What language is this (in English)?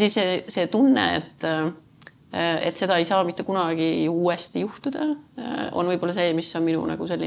Estonian